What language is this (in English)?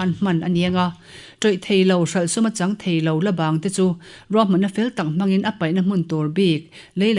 Mizo